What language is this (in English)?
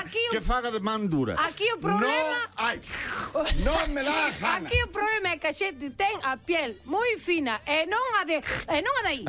Galician